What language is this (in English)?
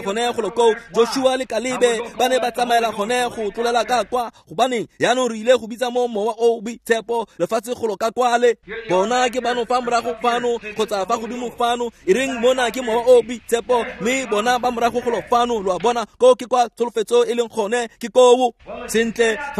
Tswana